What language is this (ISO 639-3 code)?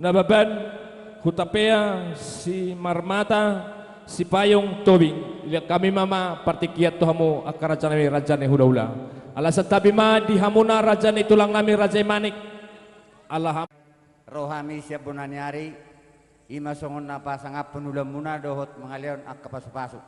bbc